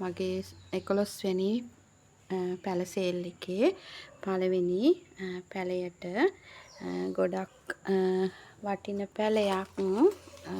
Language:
Sinhala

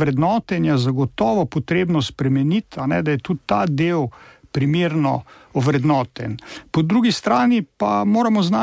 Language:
Slovenian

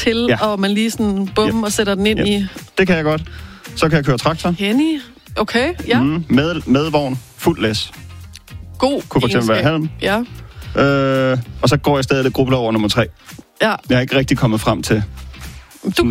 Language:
Danish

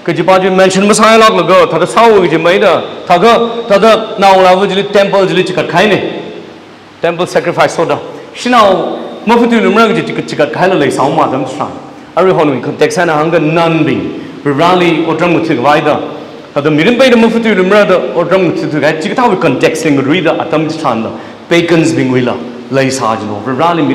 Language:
Tangkhul Naga (India)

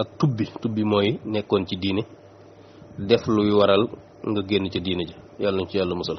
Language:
Wolof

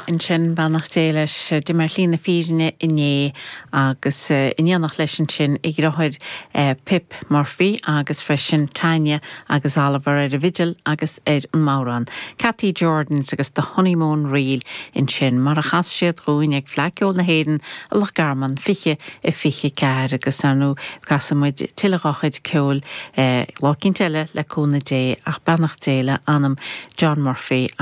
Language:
Irish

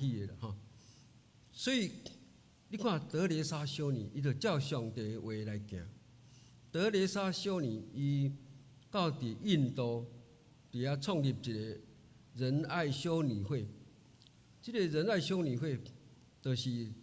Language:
Min Nan Chinese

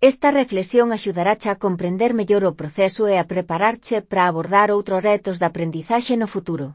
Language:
Galician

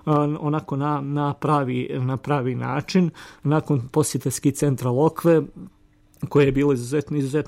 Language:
Croatian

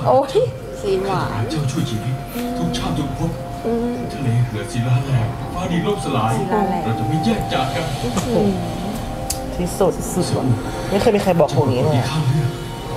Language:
Thai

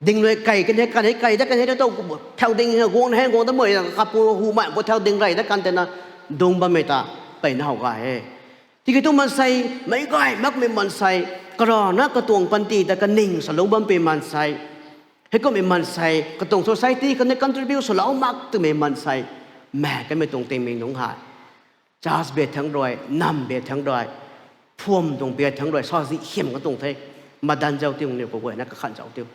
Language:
Rongmei Naga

